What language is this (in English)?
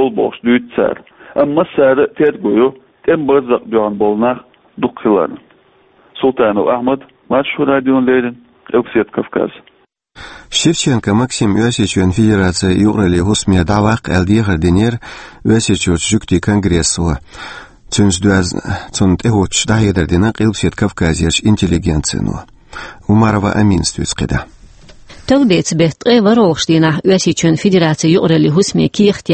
Chechen